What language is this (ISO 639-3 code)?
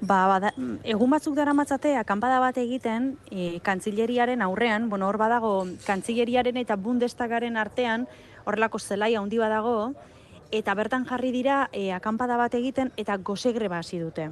eus